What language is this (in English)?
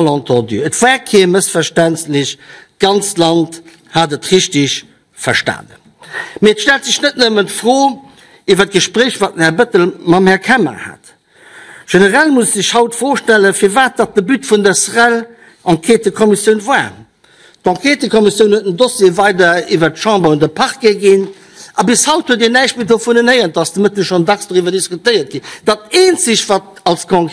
Luxembourgish